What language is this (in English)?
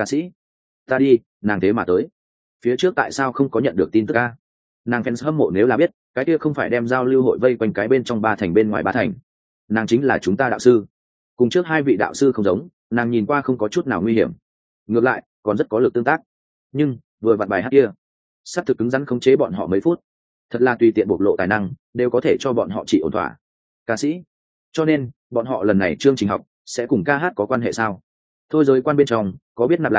Vietnamese